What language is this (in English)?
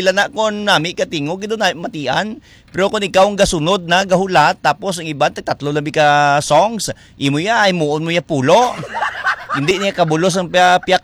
Hiligaynon